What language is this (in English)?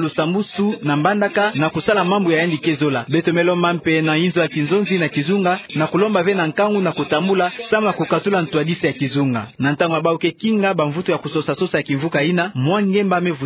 Kituba (Democratic Republic of Congo)